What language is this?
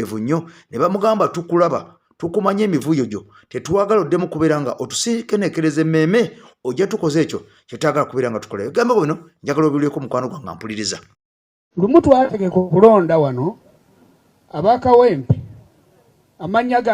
Ganda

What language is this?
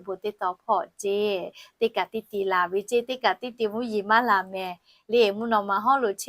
Lahu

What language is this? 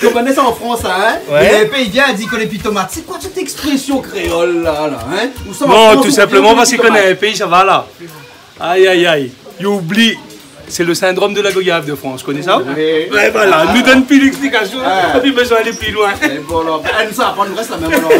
Réunion Creole French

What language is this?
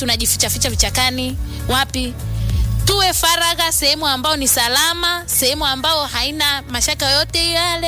Swahili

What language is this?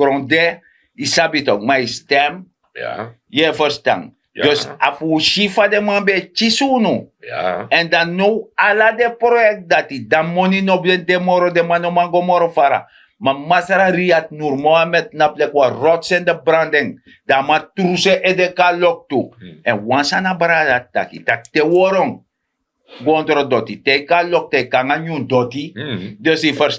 Sranan Tongo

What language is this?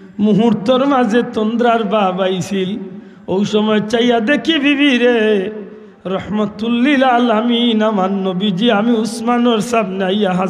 Sylheti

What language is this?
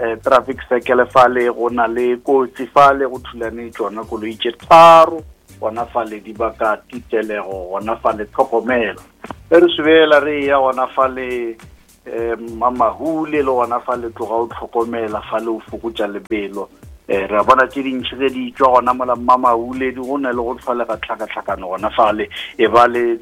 Northern Sotho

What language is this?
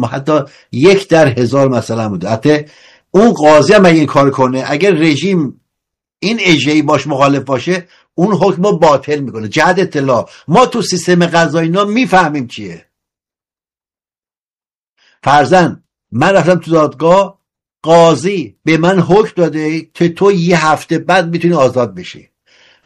Persian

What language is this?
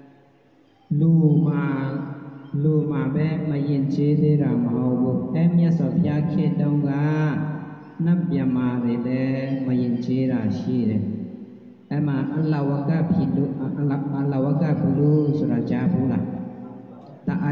Burmese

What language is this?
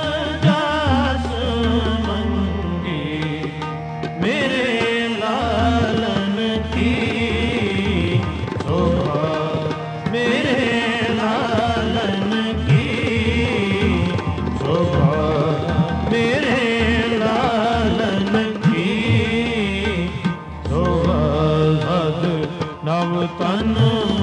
Punjabi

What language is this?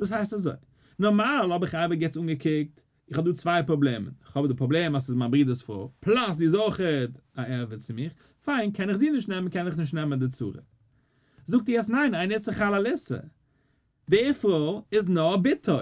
Yiddish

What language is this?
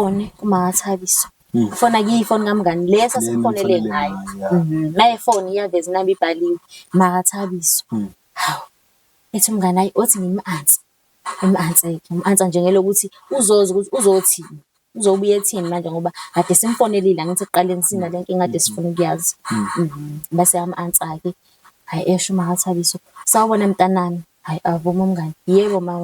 Zulu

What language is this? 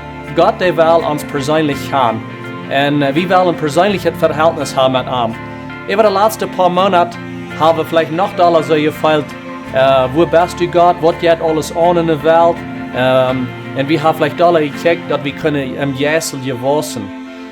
Plautdietsch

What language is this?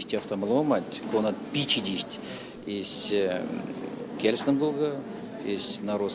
Erzya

